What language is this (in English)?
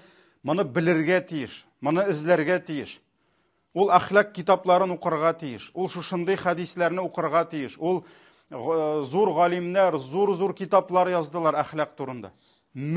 Tatar